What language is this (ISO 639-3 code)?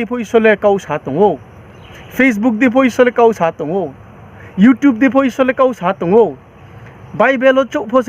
ria